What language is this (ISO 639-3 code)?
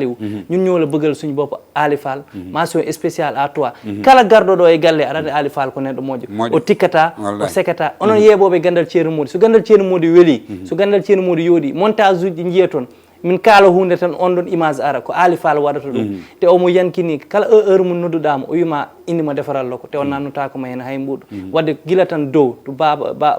ful